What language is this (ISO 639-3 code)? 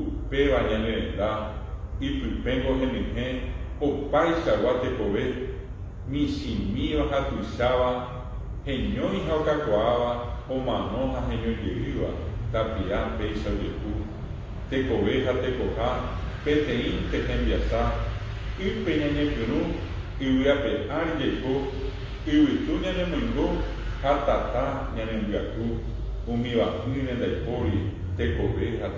grn